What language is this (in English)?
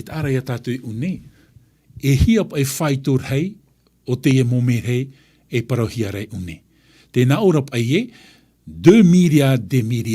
Tahitian